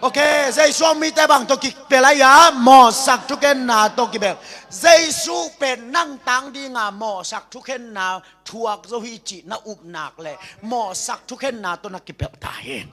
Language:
Tedim Chin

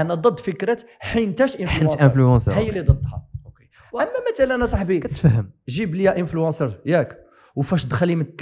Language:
Moroccan Arabic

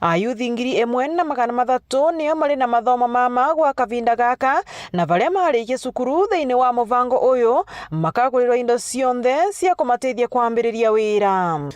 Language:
Meru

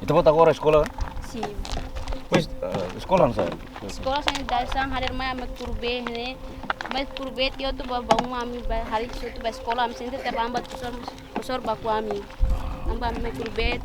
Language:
Tetum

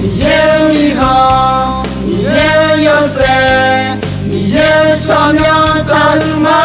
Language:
Akha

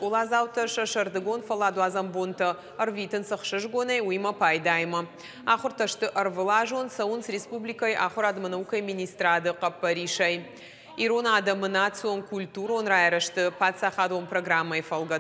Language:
Ossetic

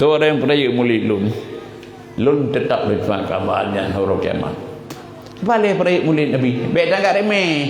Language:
Achinese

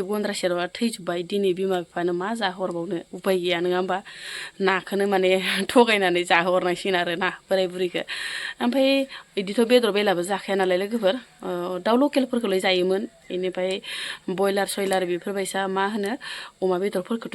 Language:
Bodo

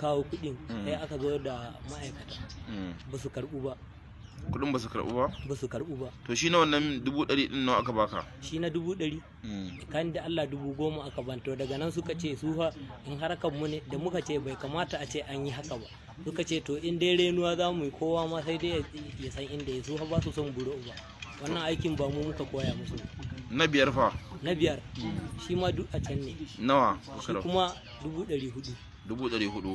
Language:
Hausa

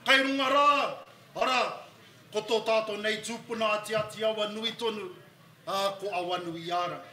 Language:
Māori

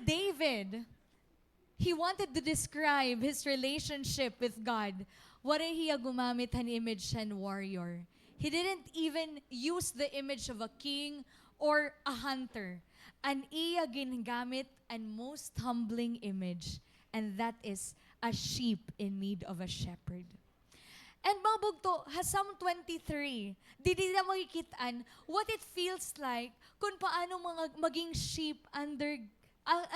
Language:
Waray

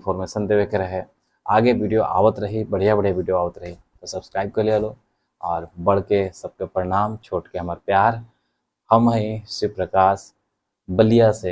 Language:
Bhojpuri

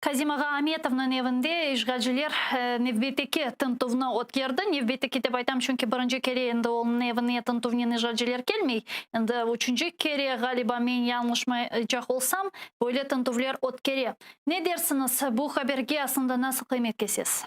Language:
Crimean Tatar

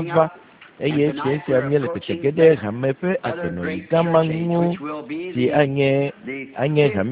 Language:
Ewe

